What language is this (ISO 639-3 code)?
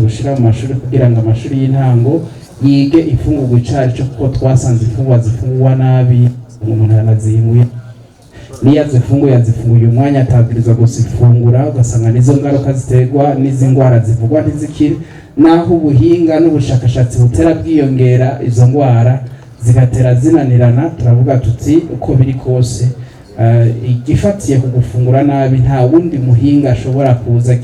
run